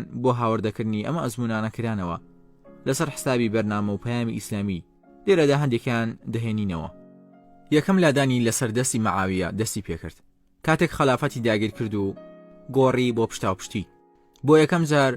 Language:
Central Kurdish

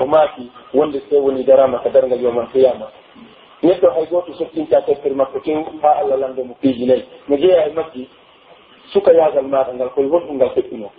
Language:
Pular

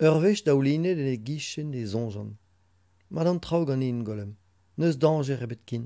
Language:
Breton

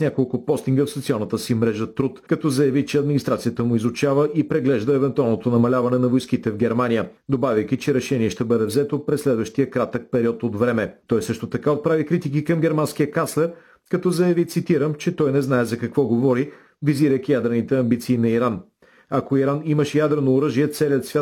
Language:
Bulgarian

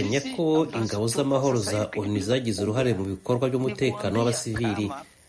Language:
Kinyarwanda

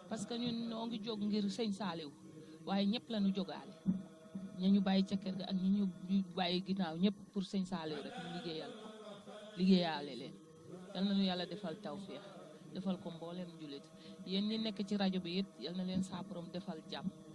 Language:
Wolof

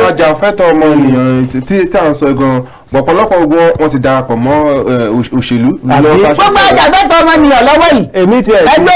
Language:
Yoruba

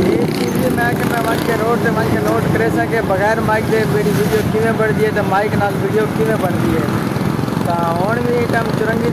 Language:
Saraiki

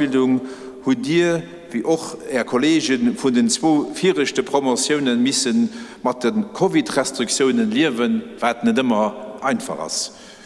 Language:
Luxembourgish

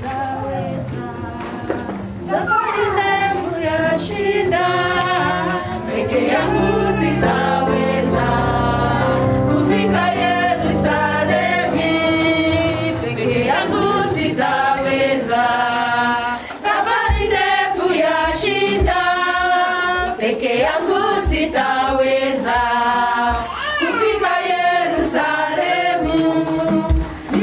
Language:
Swahili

